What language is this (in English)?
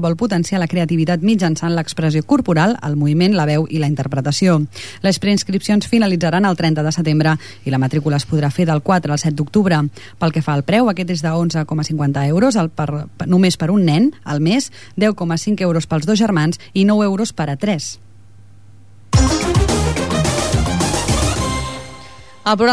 Catalan